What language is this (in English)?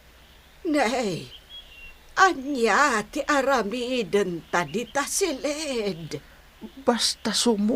Iloko